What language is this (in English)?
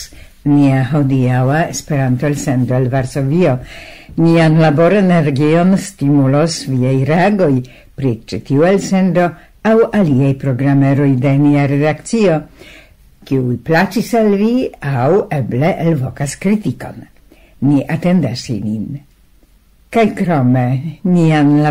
Esperanto